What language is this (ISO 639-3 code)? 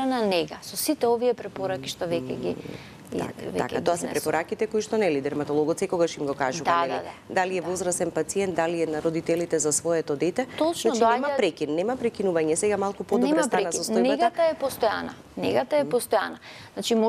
mkd